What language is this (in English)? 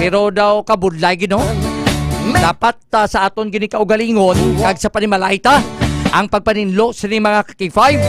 Hiligaynon